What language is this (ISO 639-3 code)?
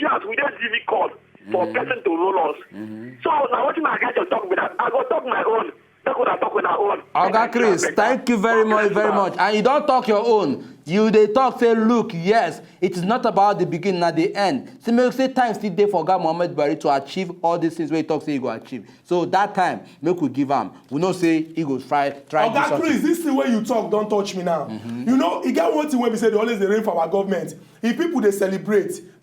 pcm